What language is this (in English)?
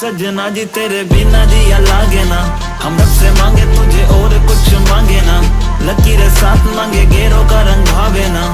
Karbi